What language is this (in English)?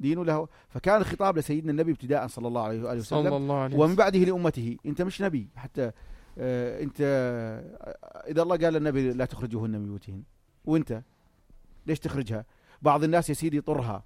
North Levantine Arabic